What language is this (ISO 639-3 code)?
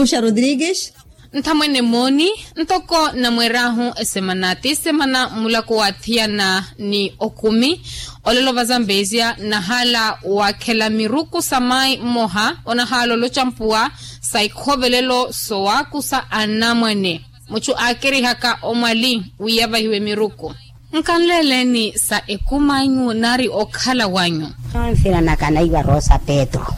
vmw